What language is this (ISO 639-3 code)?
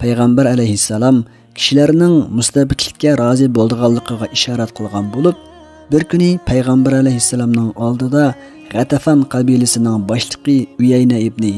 uig